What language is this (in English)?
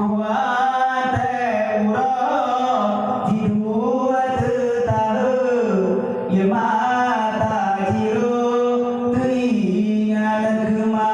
Achinese